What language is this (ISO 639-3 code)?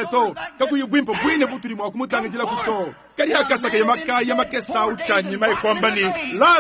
lua